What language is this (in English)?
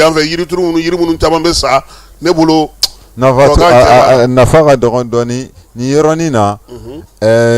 Bambara